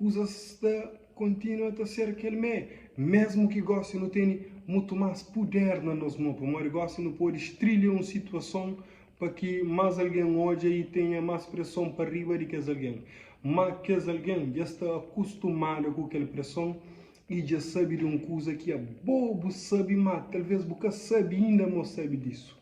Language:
Kabuverdianu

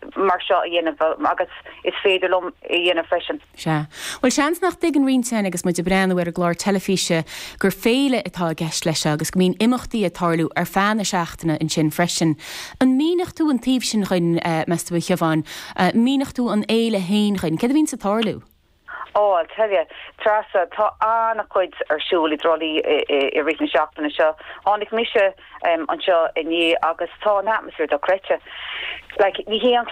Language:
Irish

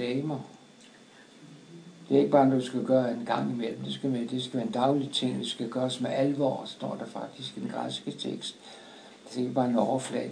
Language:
Danish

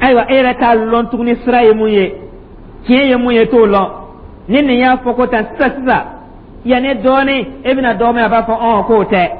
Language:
Dyula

